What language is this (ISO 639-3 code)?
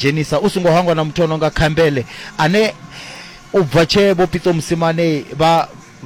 ven